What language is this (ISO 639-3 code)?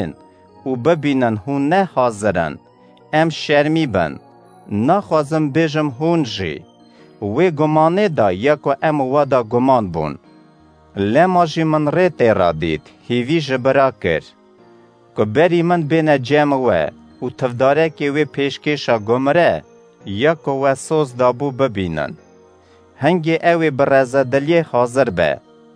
kur